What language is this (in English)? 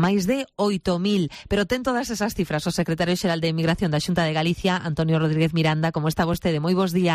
Galician